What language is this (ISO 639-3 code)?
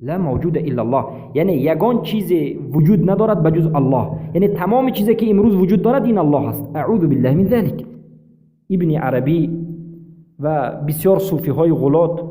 fas